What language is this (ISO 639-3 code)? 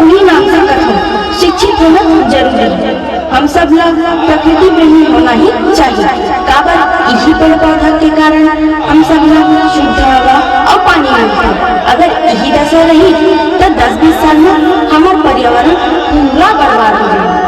hne